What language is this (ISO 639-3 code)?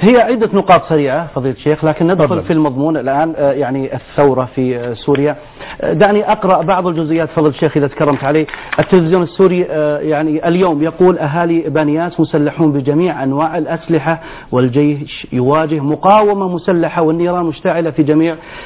ara